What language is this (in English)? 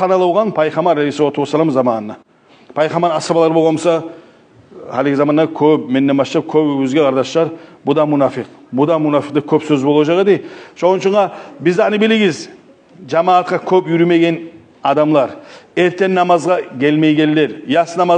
Kumyk